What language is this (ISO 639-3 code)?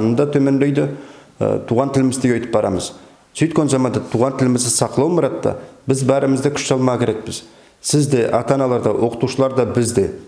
nog